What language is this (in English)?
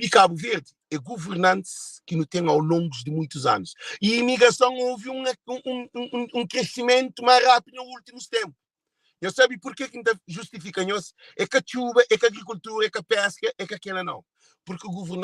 Kabuverdianu